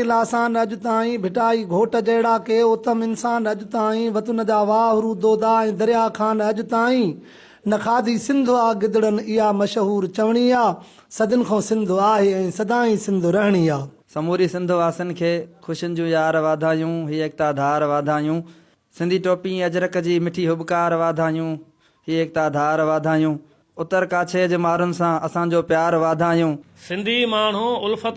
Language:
Sindhi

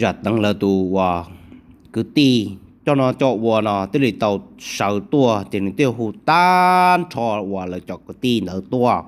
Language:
Hmong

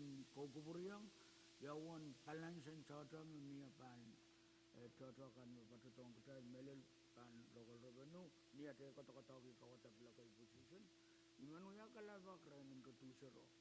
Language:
Pohnpeian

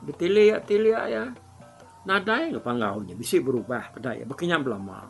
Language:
Iban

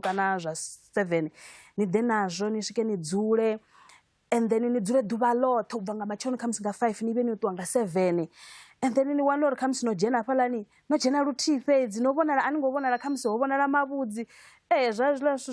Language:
Venda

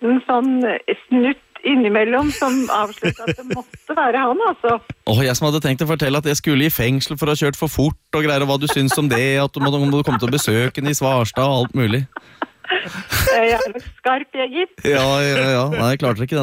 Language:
Norwegian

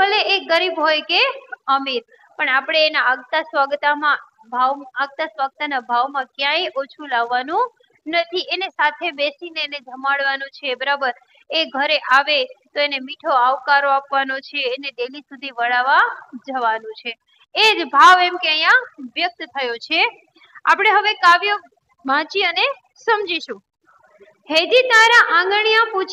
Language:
Gujarati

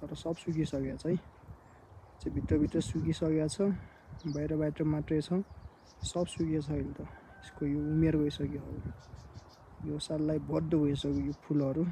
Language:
Nepali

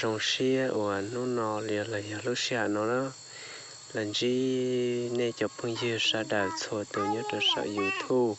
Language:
Hmong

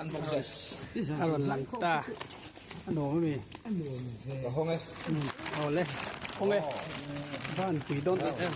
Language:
Mizo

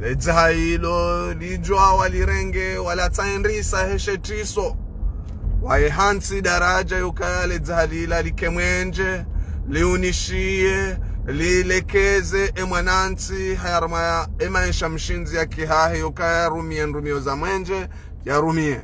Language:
Ngazidja Comorian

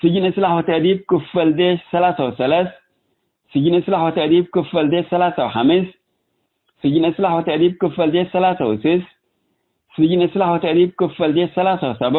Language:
Tigre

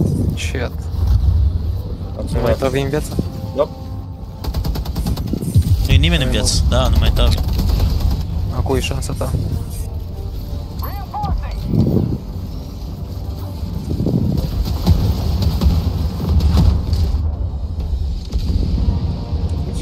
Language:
Romanian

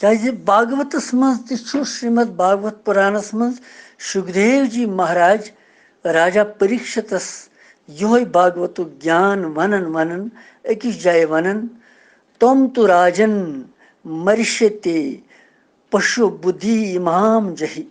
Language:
Kashmiri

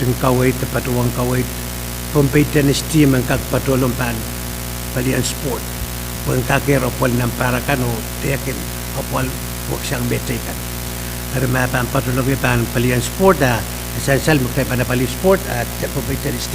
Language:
Pohnpeian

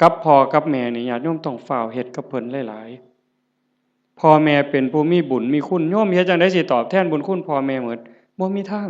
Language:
Northeastern Thai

